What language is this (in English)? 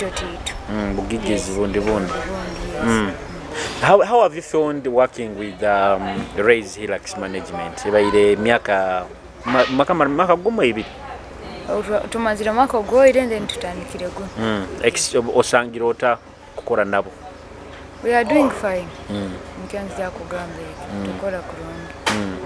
Nyoro